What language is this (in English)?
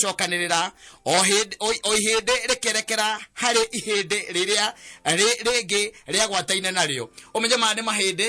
Kikuyu